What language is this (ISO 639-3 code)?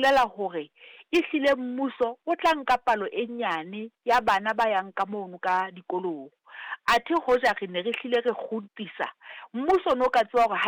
sot